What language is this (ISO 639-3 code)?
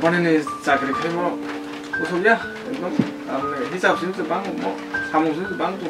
trp